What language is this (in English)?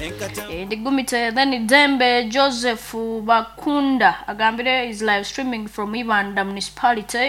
Nyankole